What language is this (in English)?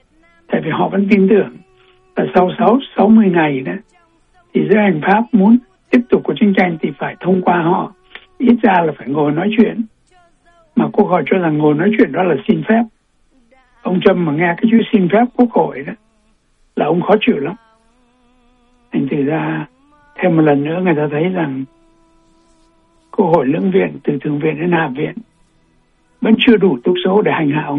Vietnamese